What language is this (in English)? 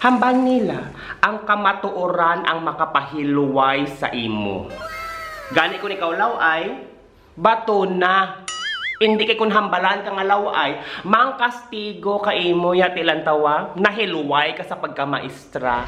Hiligaynon